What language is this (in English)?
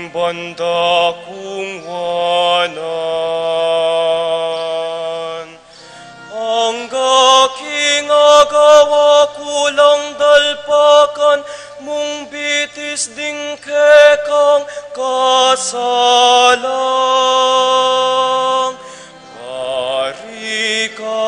Pampanga